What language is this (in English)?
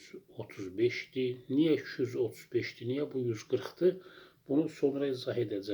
Azerbaijani